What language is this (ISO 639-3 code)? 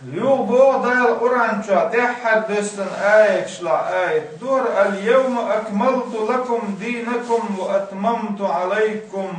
che